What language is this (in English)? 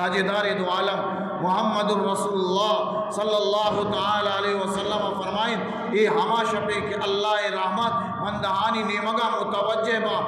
Eastern Balochi